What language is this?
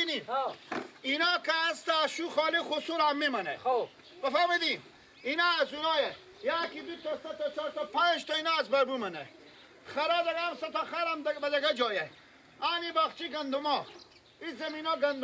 Persian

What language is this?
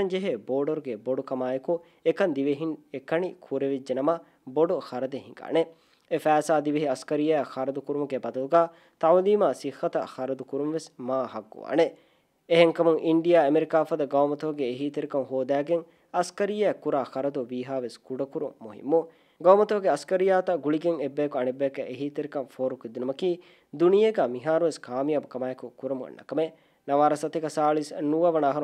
Divehi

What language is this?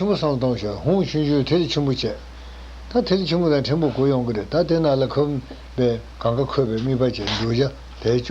Tibetan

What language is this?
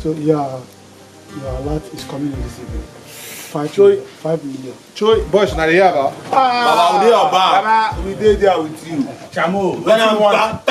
Nigerian Pidgin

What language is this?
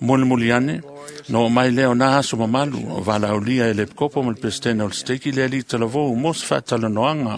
Samoan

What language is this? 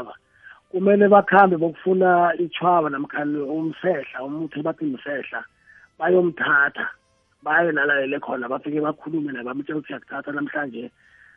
South Ndebele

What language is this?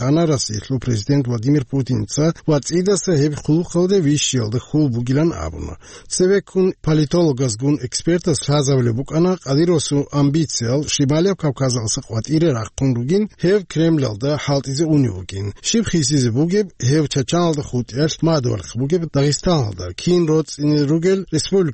Avaric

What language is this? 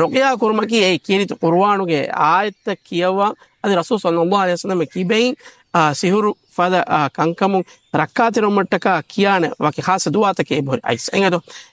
Divehi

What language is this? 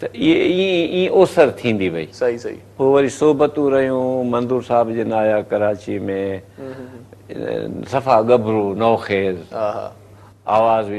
Sindhi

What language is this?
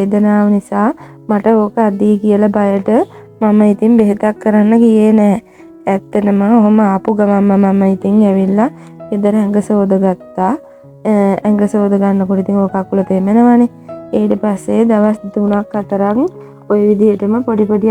Sinhala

